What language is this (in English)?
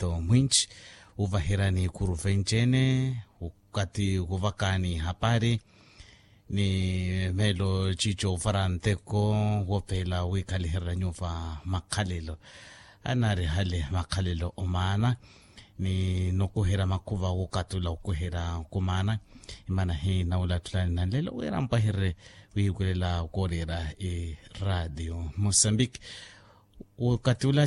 Makhuwa